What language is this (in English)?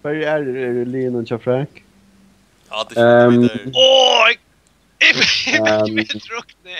Faroese